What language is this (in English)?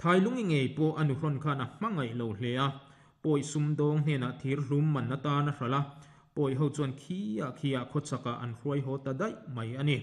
Mizo